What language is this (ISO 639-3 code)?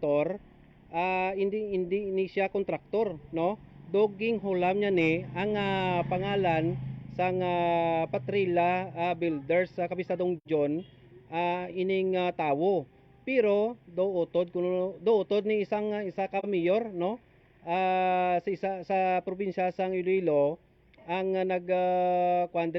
hil